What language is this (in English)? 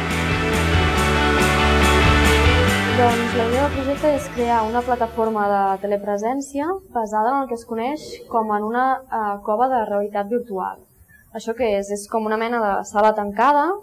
Catalan